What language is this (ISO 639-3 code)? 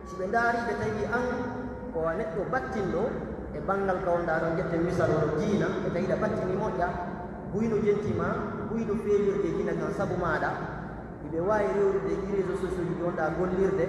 fuf